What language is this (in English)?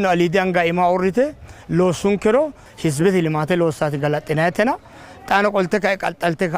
Sidamo